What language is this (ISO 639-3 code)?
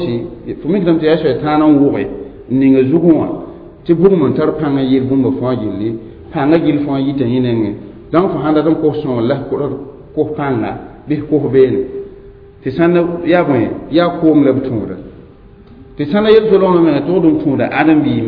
mos